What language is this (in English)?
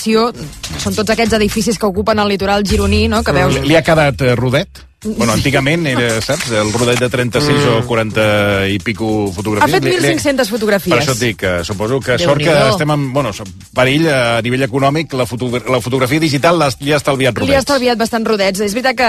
Catalan